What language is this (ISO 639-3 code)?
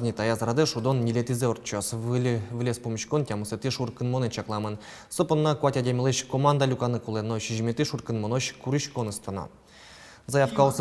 udm